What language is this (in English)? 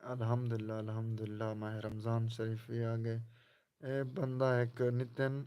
Saraiki